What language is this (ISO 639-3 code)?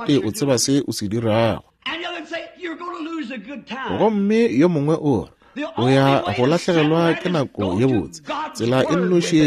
nso